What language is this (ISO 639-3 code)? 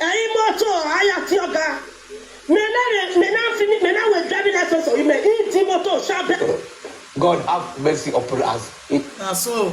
pcm